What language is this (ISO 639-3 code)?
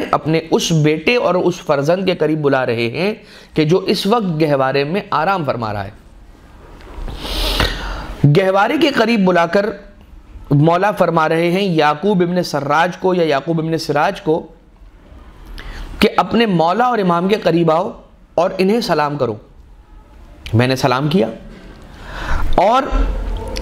urd